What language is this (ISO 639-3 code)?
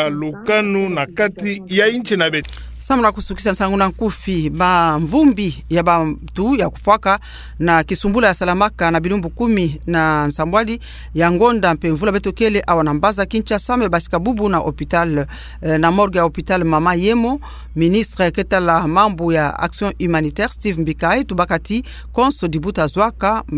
ktu